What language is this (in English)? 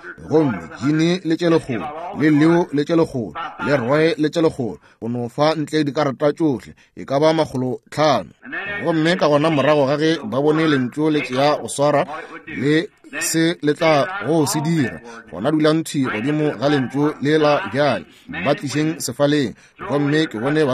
Northern Sotho